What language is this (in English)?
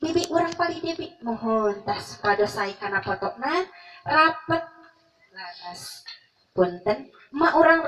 Sundanese